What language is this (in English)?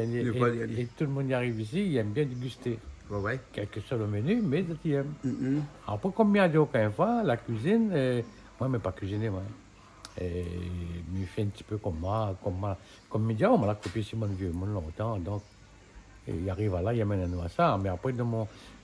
Réunion Creole French